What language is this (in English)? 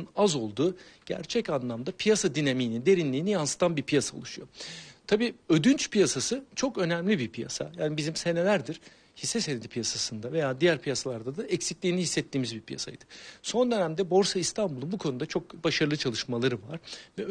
Turkish